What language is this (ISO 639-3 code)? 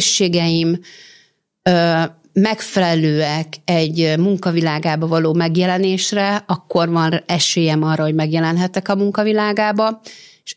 hun